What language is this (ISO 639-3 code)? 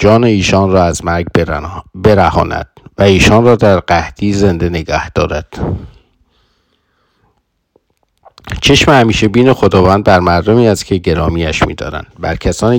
fas